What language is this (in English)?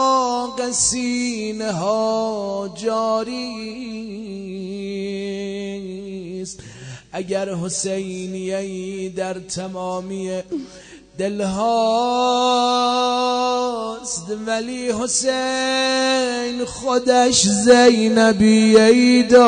Persian